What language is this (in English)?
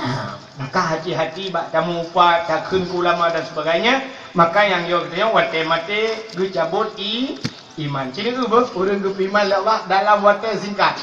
Achinese